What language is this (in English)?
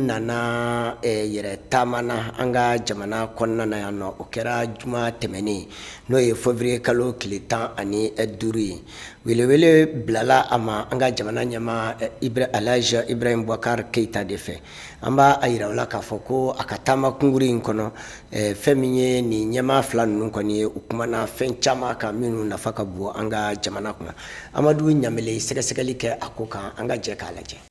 Bambara